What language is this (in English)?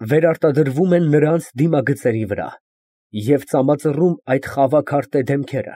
Armenian